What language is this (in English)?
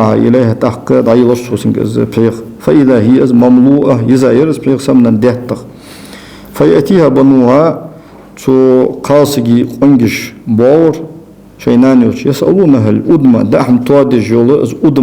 Ingush